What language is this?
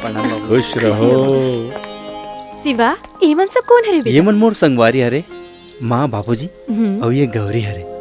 Chhattisgarhi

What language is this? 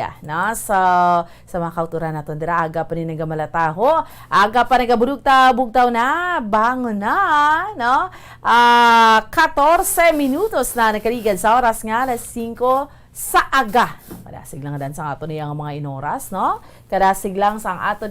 Hiligaynon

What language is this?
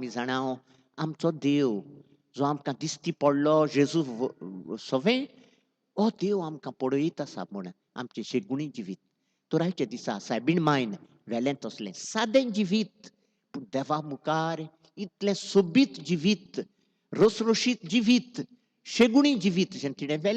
Konkani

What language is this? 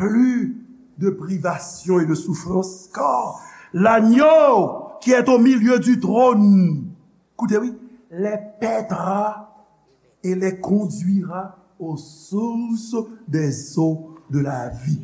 Haitian Creole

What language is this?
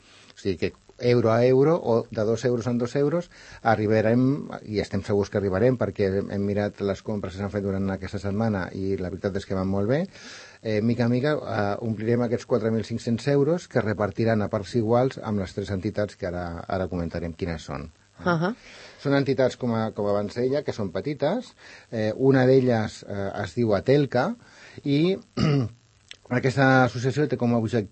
Catalan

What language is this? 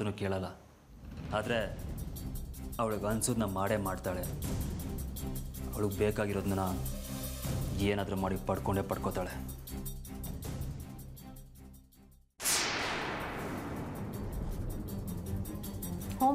Kannada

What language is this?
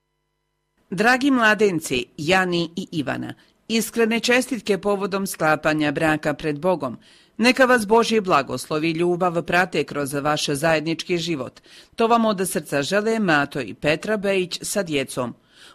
Croatian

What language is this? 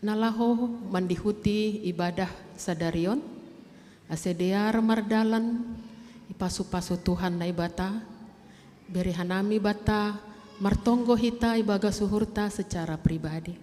Batak Simalungun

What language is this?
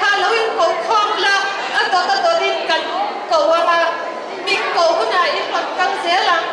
Mizo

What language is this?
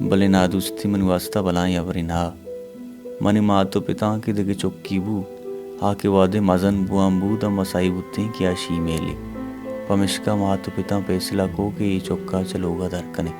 Baluchi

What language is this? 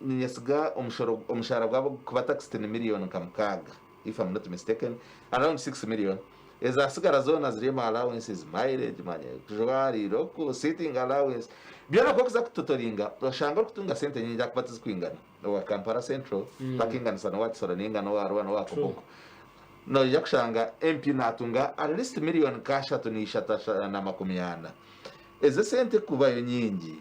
Nyankole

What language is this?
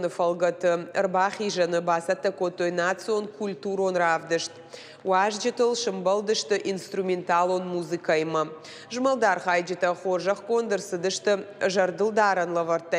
Ossetic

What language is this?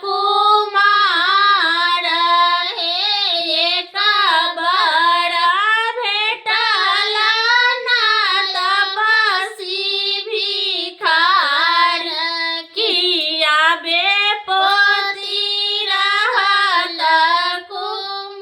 Maithili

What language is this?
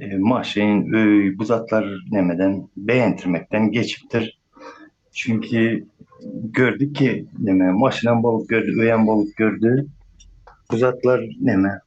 Turkmen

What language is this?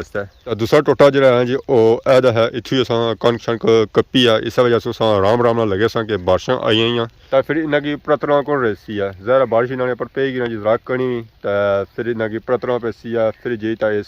Pahari-Potwari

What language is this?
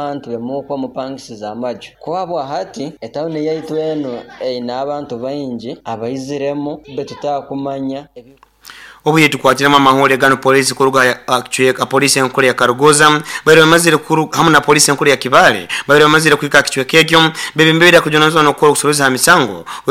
Nyoro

